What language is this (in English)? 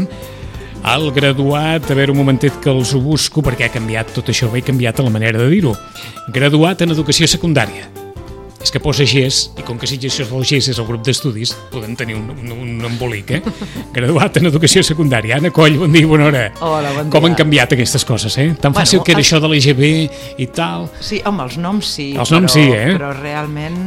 Catalan